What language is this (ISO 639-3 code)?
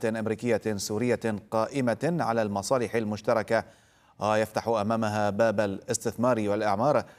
ara